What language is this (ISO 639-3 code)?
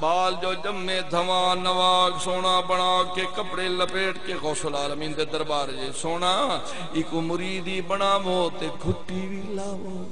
skr